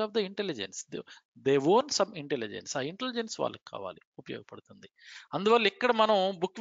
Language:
Telugu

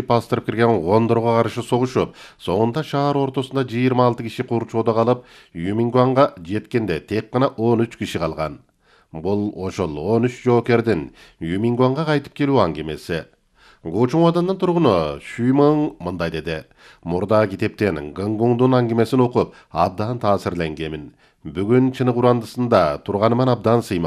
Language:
Kyrgyz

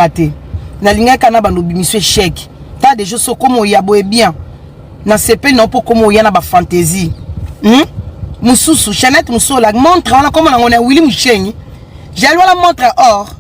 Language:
Lingala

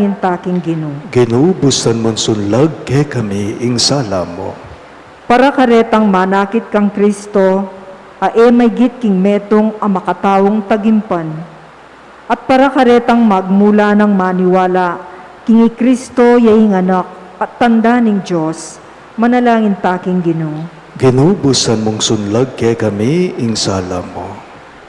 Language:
Pampanga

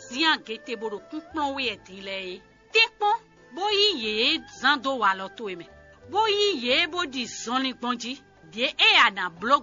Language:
Fon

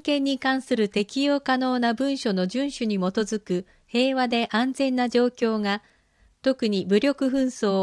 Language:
Japanese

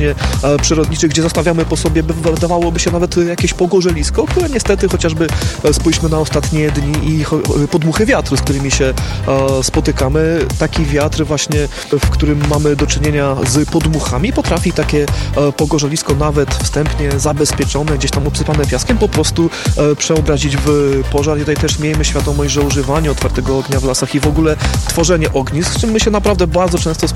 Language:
Polish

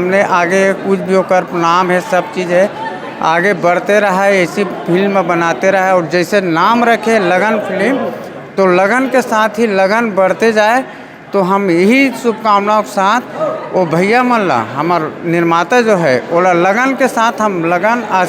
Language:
Chhattisgarhi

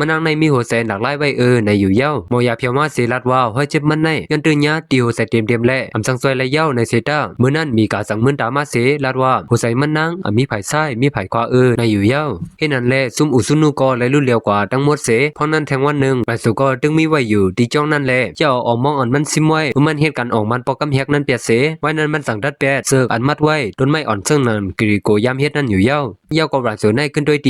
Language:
Shan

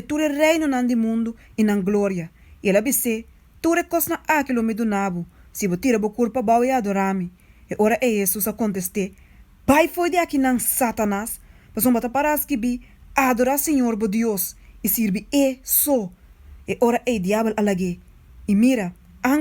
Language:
Papiamento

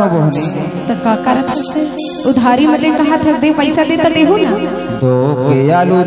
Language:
Chhattisgarhi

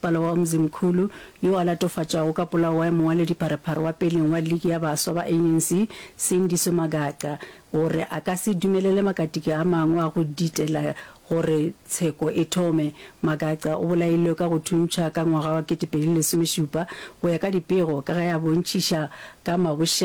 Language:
Northern Sotho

